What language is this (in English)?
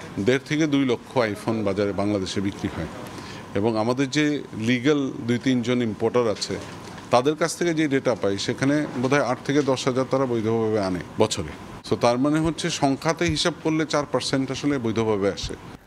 Bangla